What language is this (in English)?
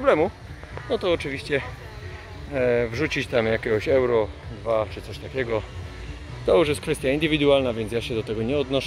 Polish